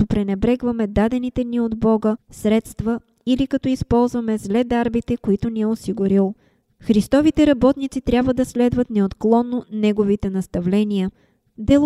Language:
Bulgarian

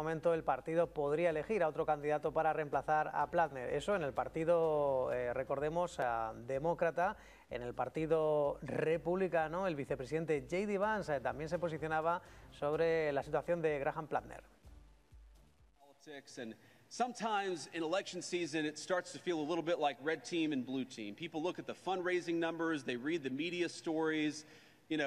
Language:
Spanish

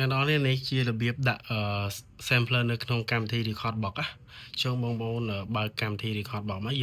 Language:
Khmer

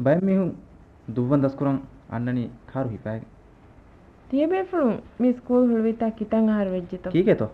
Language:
Divehi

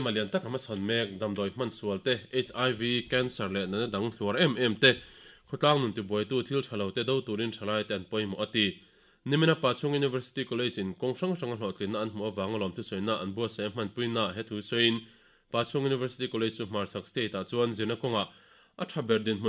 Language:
Mizo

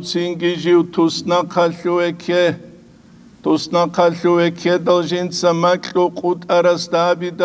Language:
Avaric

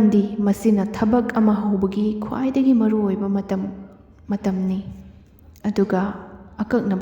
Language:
Manipuri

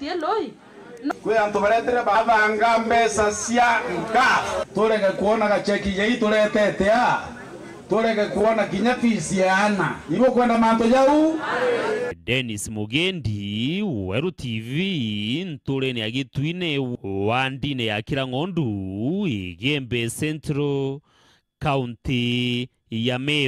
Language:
Meru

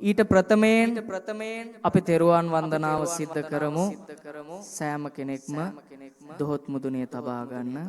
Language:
Sinhala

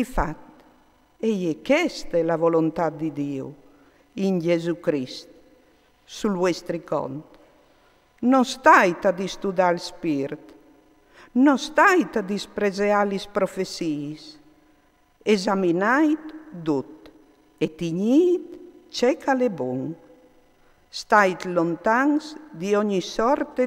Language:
Friulian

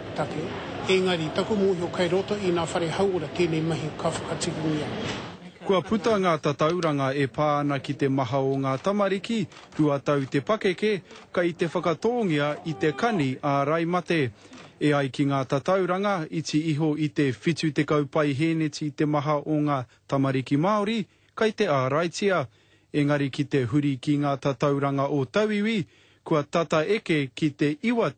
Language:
Māori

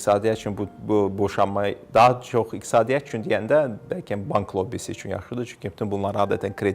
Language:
Azerbaijani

